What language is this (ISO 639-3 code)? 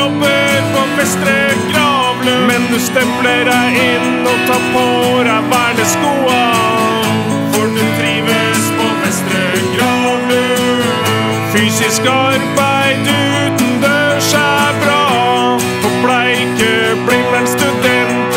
nor